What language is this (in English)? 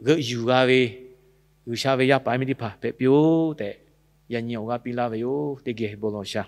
Lahu